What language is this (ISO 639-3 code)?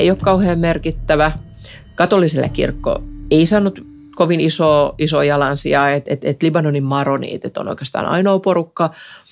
fin